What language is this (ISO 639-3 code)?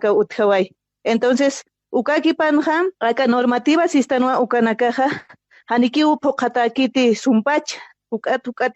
aym